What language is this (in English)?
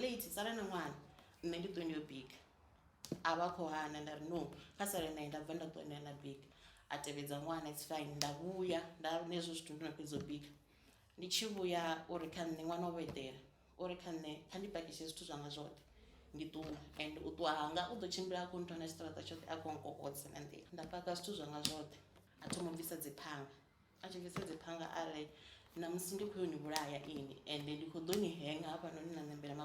Venda